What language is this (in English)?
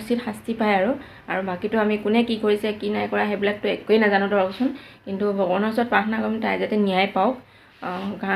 Assamese